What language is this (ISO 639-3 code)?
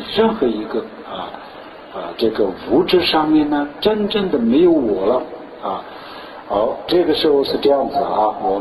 zho